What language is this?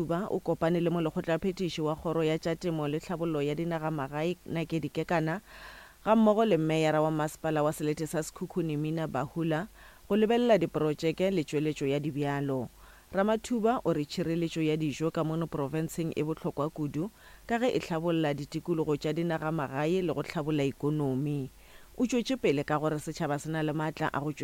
Northern Sotho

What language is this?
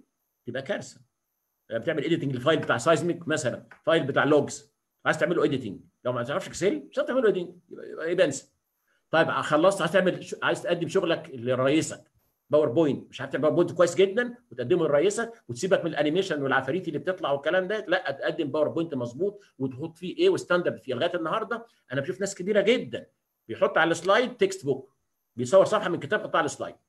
Egyptian Arabic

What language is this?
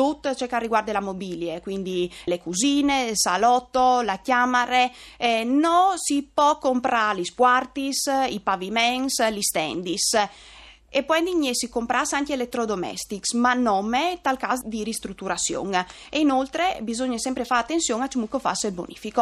Friulian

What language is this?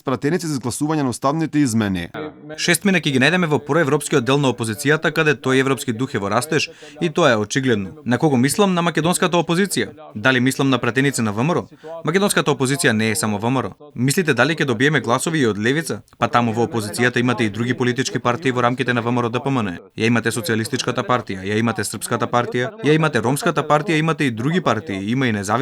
Macedonian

